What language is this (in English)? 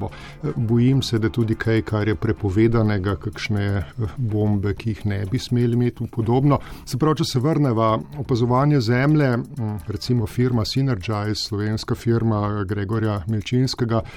Slovenian